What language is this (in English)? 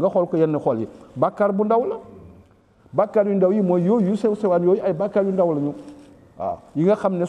Wolof